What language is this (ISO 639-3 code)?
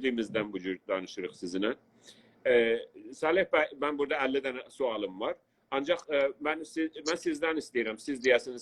azb